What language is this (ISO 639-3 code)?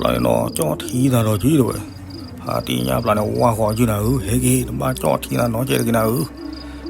ksw